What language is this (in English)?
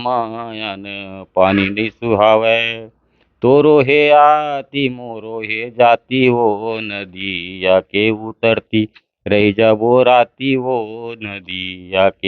Chhattisgarhi